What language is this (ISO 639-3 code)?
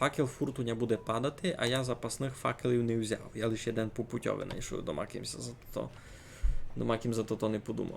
rue